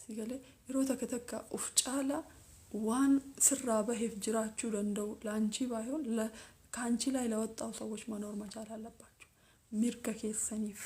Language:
Oromo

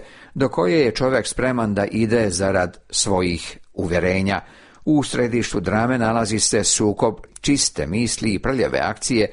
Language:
Serbian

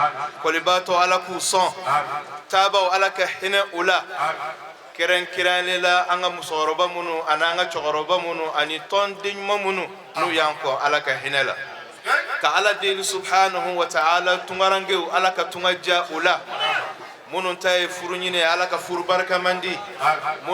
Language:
Bambara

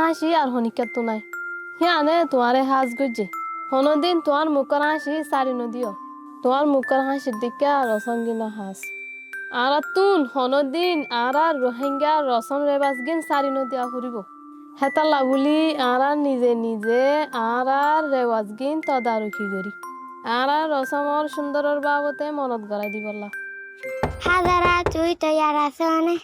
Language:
Rohingya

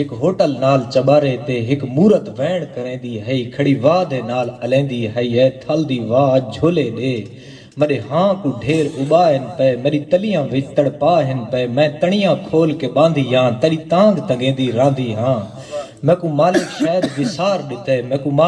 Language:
Saraiki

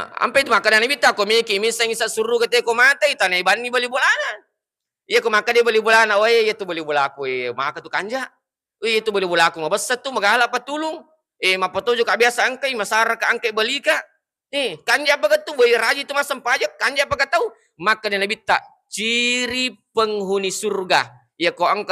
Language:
Buginese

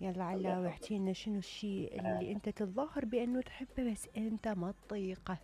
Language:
Mesopotamian Arabic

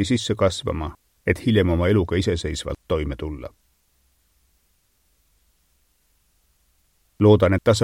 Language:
Estonian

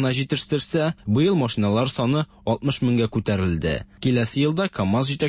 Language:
Tatar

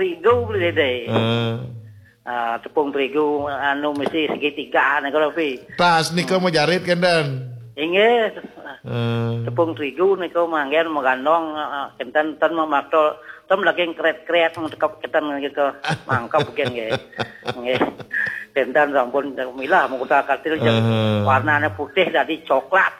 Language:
Balinese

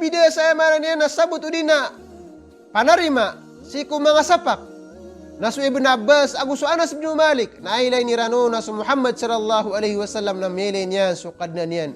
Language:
Maranao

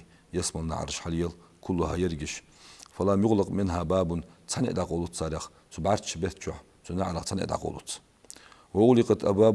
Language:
Ingush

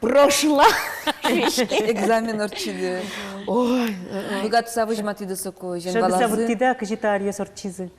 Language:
Udmurt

